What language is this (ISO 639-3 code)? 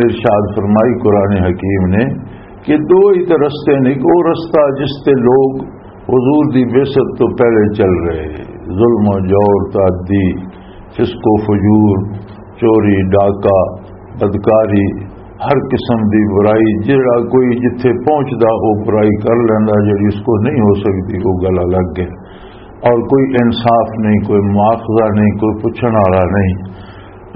lah